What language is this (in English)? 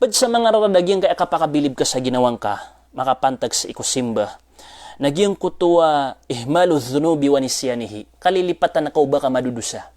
Maranao